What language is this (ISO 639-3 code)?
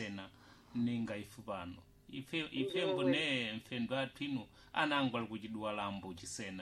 seh